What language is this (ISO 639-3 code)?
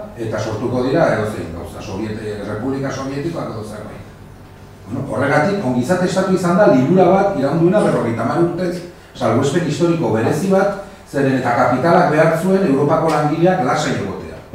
eus